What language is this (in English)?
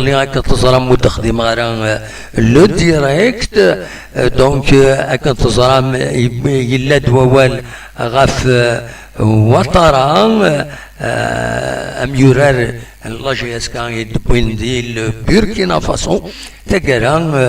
Kabyle